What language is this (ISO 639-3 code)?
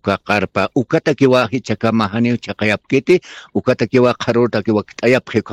aym